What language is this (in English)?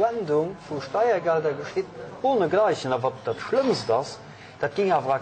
Luxembourgish